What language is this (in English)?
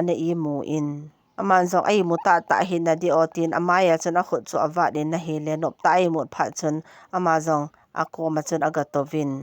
Thado Chin